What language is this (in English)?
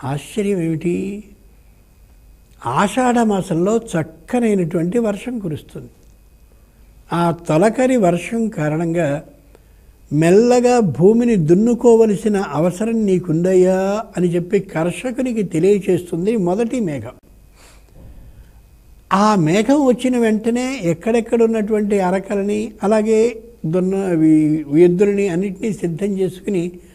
Telugu